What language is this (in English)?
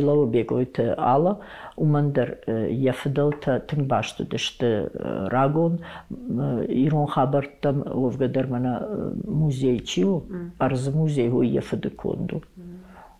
Ossetic